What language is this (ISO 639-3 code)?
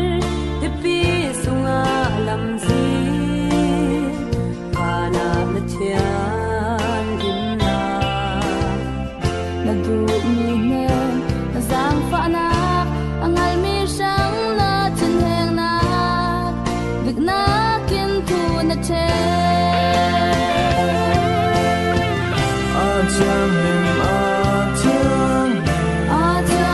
cfm